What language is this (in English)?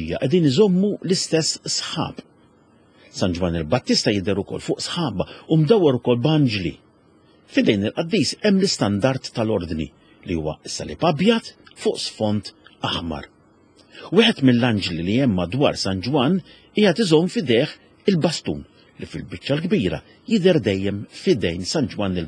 Maltese